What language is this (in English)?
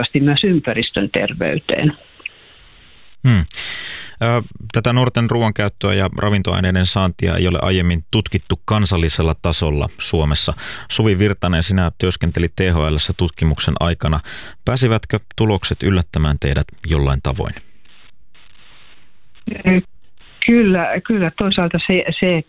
Finnish